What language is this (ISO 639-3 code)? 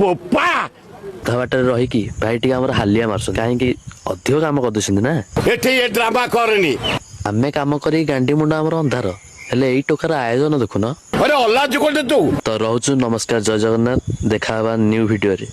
ori